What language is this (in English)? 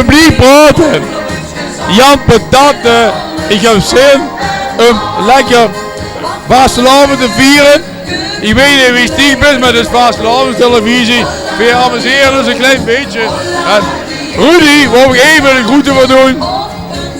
Limburgish